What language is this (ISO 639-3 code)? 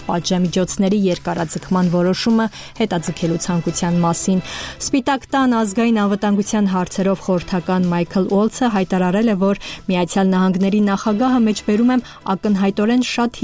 hye